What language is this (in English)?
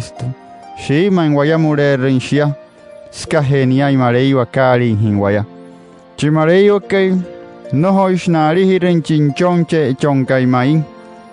Wayuu